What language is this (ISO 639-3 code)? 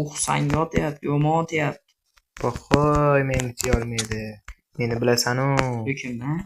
uzb